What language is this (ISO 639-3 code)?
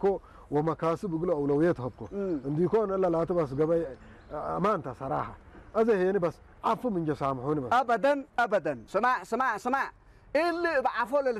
tir